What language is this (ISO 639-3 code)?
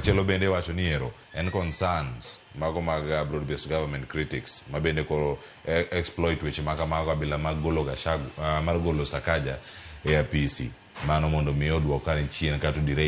luo